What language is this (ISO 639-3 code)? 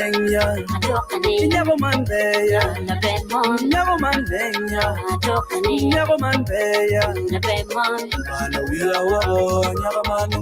ach